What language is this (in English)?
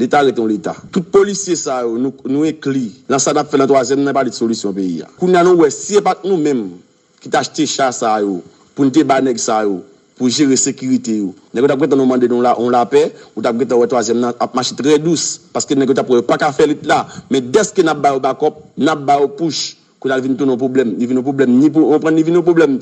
Haitian Creole